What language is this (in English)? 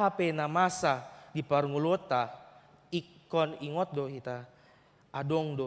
Batak Toba